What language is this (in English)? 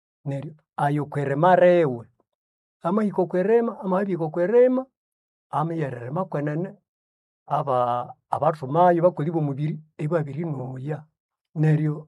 Nande